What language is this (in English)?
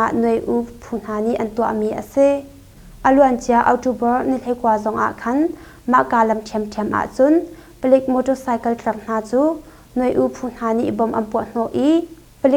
Hakha Chin